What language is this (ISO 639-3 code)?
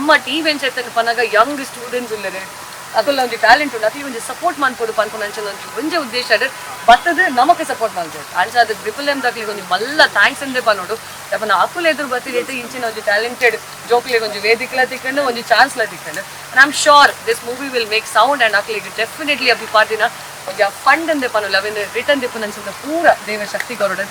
tcy